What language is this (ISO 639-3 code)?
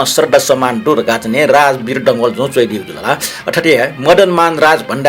new